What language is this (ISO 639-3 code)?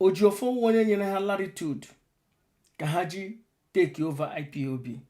ibo